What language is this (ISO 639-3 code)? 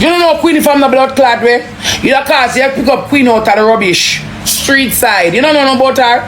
jam